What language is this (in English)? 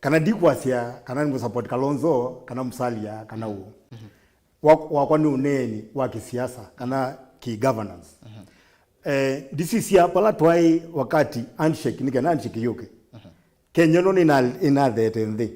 Kamba